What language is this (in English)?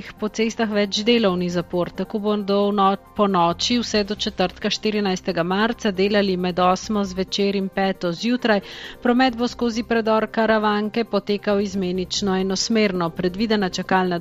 Slovenian